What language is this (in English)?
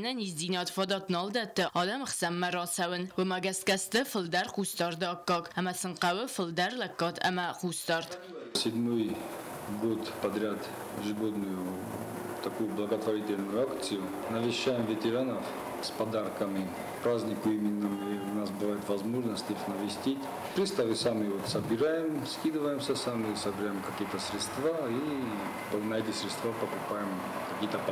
Ossetic